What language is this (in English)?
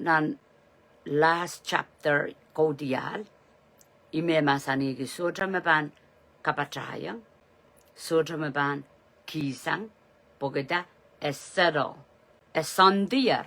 Pohnpeian